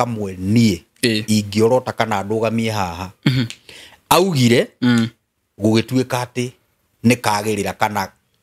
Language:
Kikuyu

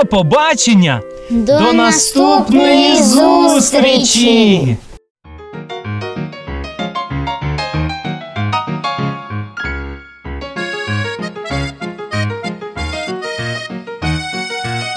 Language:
Ukrainian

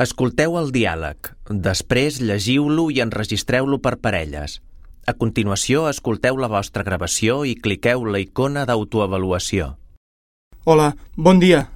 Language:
Catalan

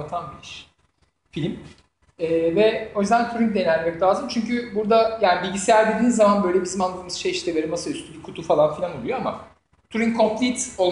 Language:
Turkish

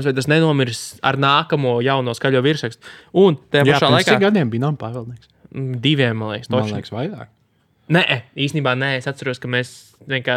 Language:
Latvian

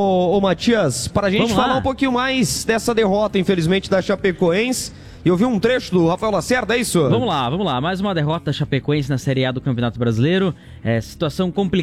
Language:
Portuguese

